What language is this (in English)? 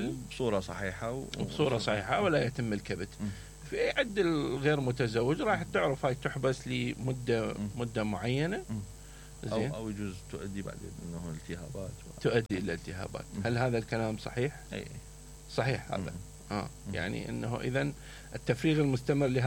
Mesopotamian Arabic